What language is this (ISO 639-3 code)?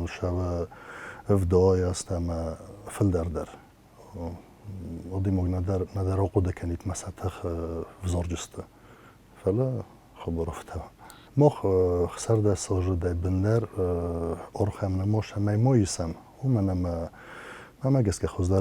oss